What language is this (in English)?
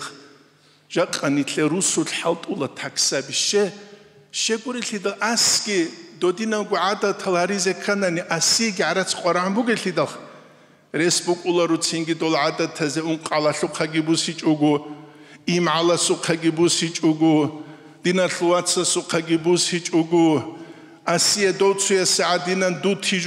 Avaric